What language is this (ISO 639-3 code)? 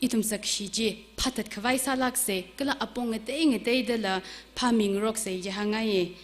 nmf